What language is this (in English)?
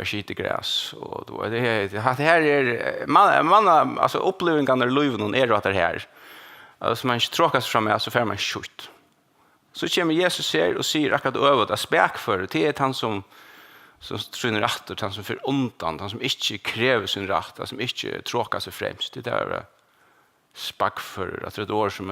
Faroese